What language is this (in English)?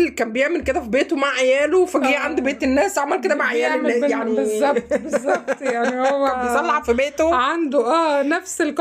Egyptian Arabic